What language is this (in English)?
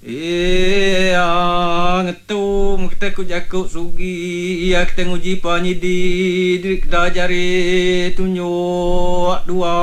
Iban